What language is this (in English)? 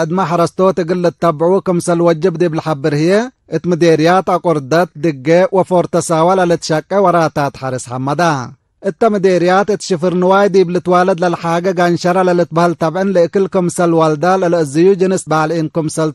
Tigre